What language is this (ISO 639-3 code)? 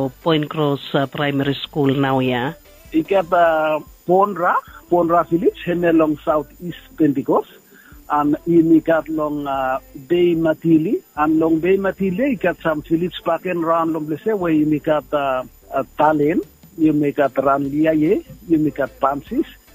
bis